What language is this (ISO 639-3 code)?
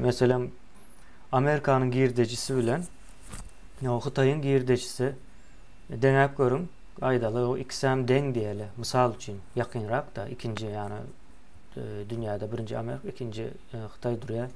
tuk